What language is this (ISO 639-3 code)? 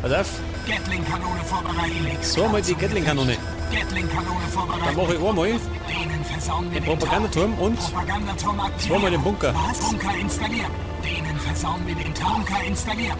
bar